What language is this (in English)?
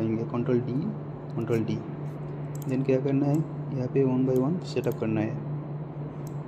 Hindi